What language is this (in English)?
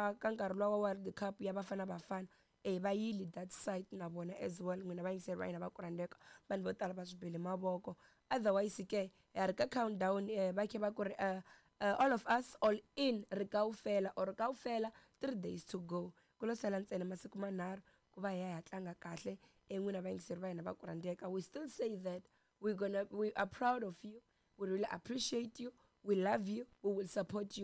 Tsonga